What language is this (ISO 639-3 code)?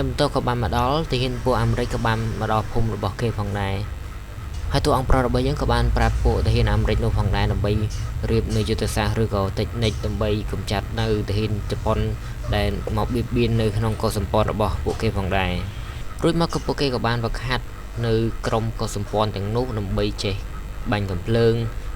khm